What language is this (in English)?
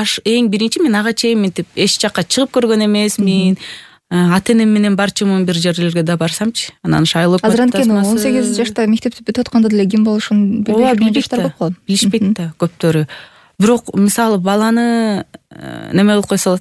Kyrgyz